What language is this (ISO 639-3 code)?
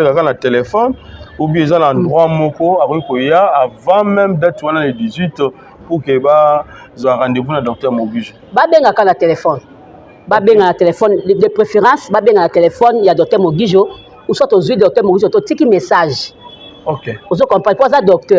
lin